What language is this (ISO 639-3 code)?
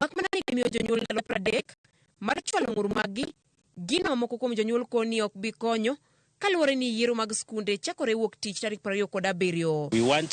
luo